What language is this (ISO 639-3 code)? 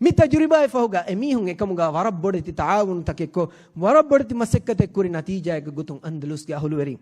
div